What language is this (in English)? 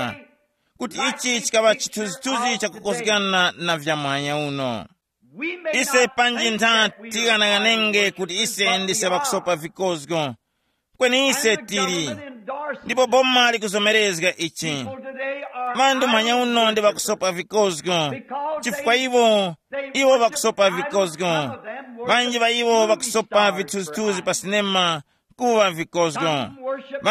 Tumbuka